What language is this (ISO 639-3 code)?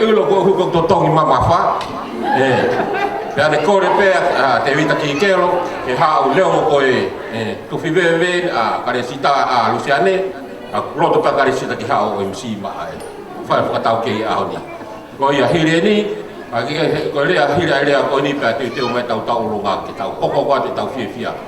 ton